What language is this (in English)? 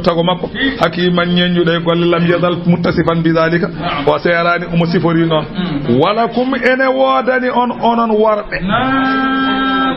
Fula